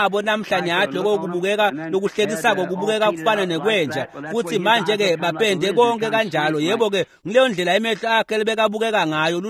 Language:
Swati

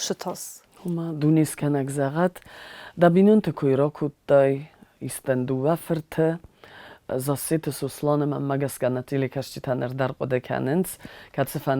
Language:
Ossetic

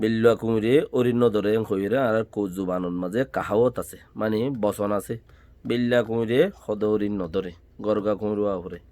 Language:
Rohingya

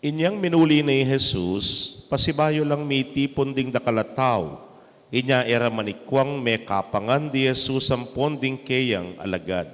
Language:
Pampanga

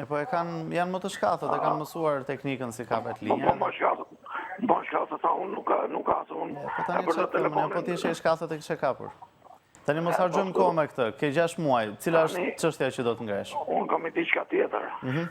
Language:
Albanian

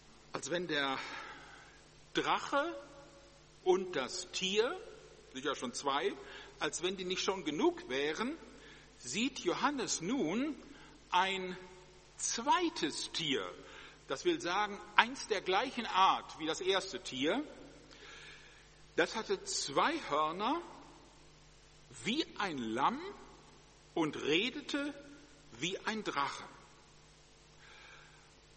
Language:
German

